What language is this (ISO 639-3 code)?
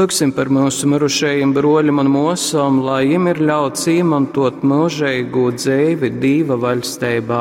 ltg